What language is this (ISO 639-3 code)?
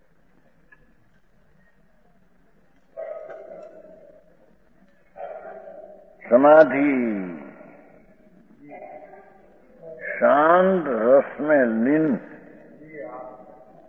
hin